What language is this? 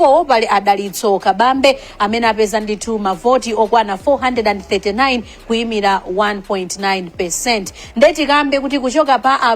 Nyanja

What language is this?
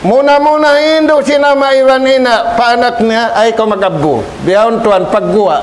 Tausug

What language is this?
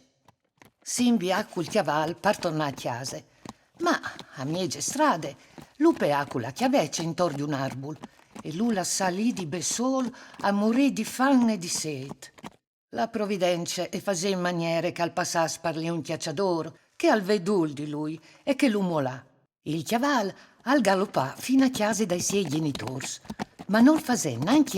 Friulian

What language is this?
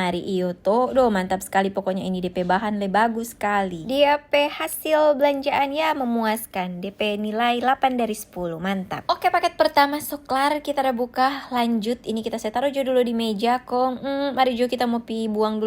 Manado Malay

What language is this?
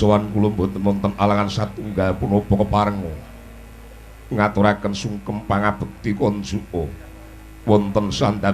Javanese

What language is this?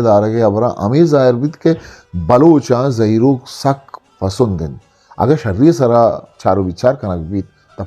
Eastern Balochi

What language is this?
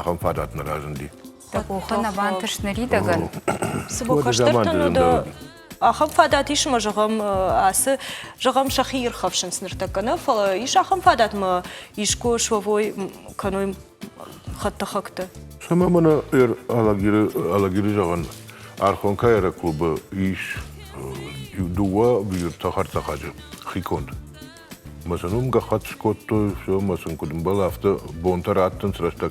Ossetic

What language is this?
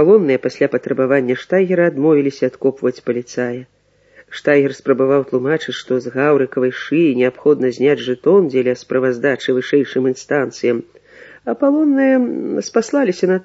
Belarusian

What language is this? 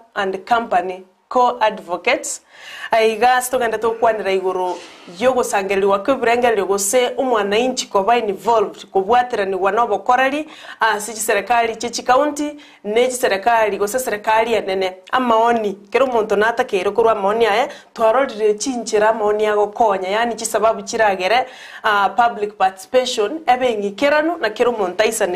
Gusii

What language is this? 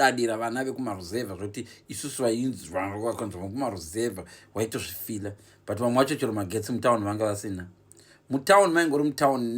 Shona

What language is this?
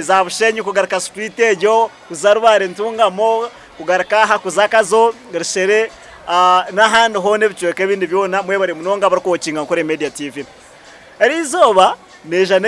Nyankole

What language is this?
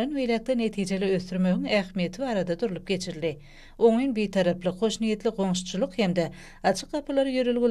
Turkmen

